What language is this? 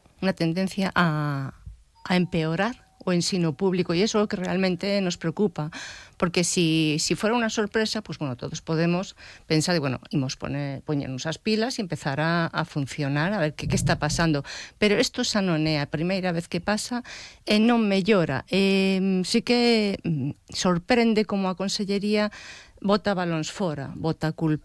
Galician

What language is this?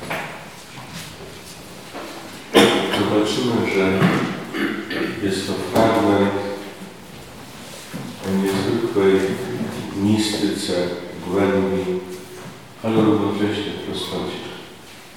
Polish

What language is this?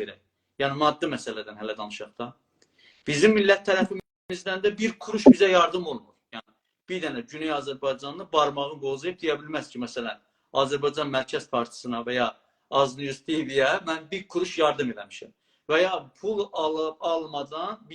South Azerbaijani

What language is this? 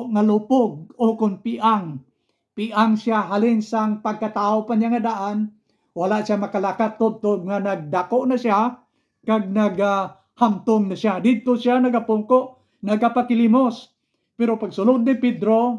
Hiligaynon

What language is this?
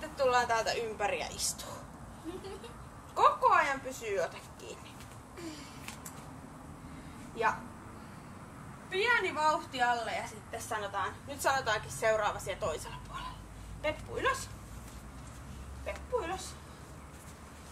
Finnish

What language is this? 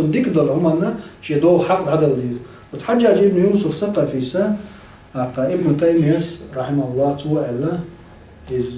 Chechen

